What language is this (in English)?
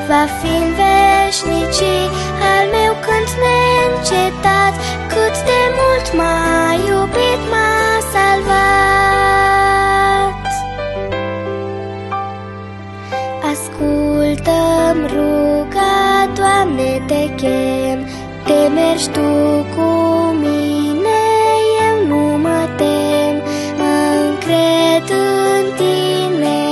Romanian